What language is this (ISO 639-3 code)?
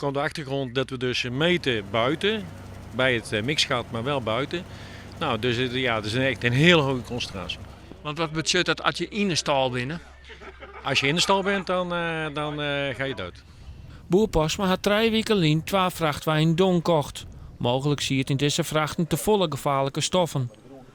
fry